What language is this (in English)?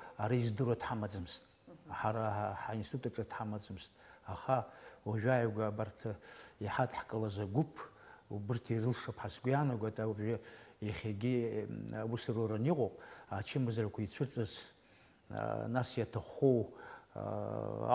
Abkhazian